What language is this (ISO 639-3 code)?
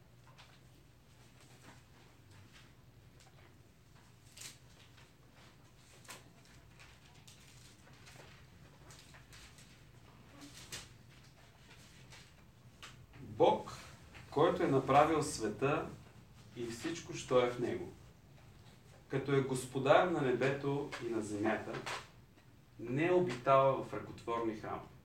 bul